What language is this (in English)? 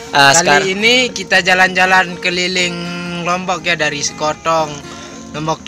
Sasak